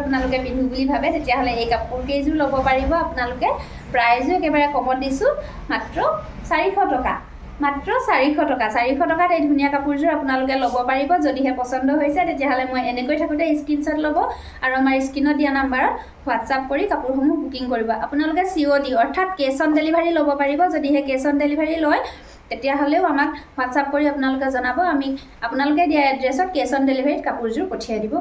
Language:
Assamese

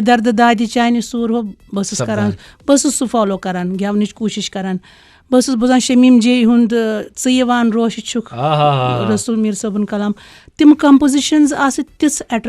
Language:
Kashmiri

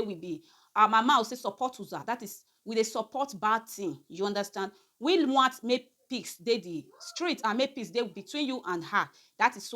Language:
Nigerian Pidgin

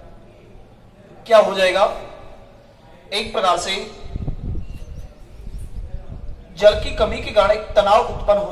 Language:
Hindi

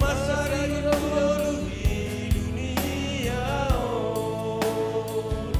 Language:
Batak Simalungun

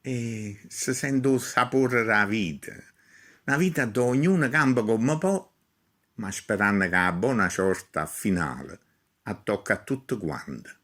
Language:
Neapolitan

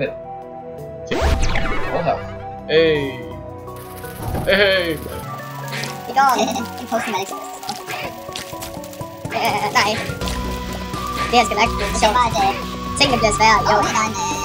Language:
Danish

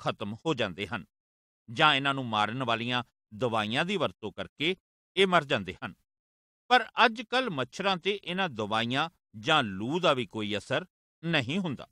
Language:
Punjabi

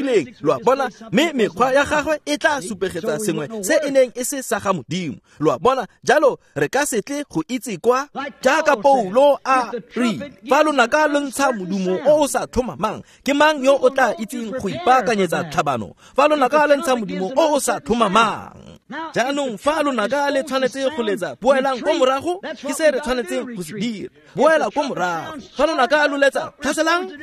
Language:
Tswana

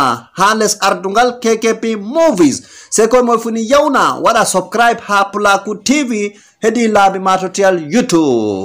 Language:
Fula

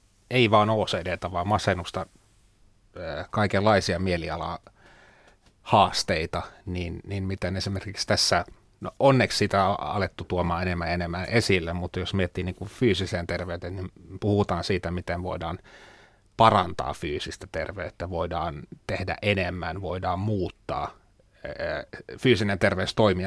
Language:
Finnish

